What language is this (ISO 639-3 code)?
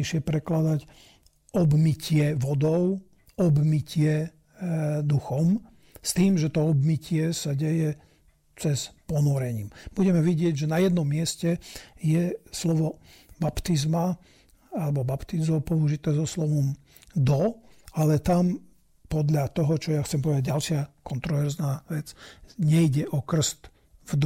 slk